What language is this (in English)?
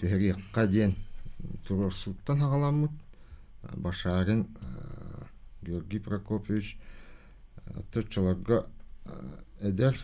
Yakut